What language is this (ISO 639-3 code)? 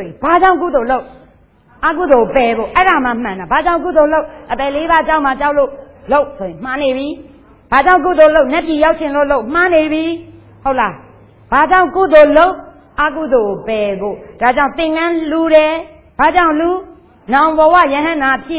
mya